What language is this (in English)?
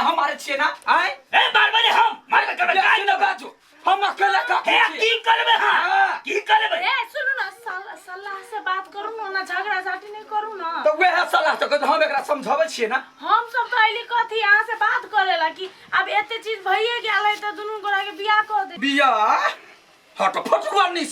Maithili